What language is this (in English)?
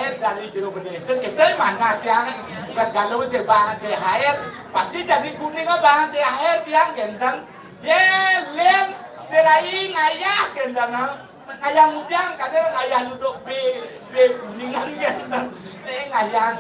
Balinese